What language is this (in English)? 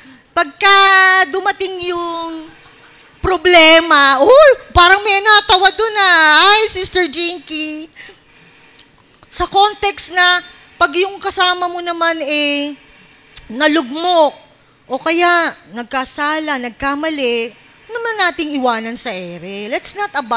Filipino